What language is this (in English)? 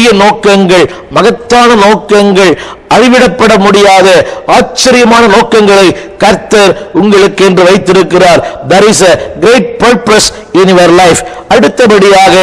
Tamil